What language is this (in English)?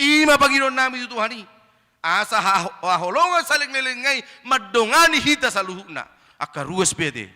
Batak Toba